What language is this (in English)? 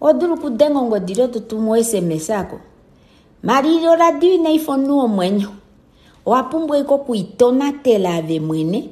Kuanyama